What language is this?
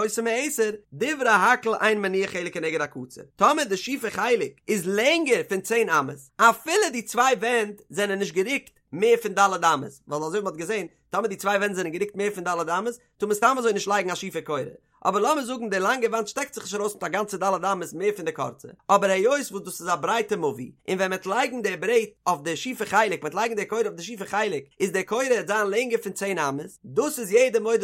Yiddish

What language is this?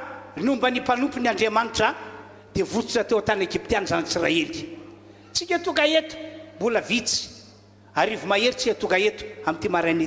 Malagasy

